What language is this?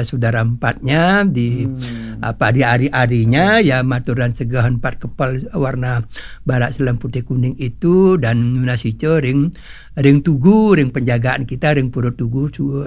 Balinese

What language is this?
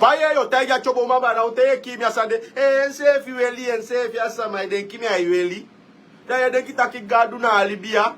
Sranan Tongo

